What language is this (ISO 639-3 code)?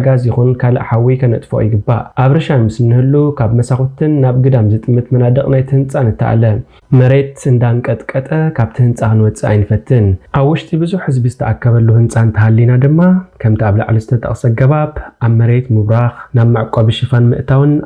tir